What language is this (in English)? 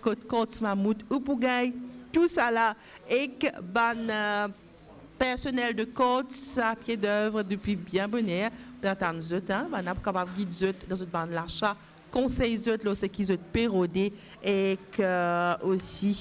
Morisyen